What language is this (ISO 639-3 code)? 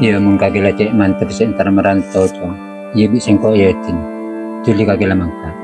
mad